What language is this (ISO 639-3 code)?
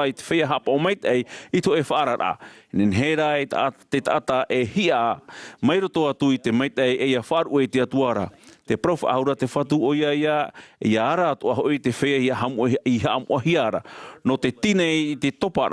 tah